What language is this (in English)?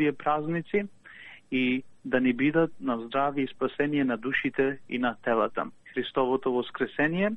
Macedonian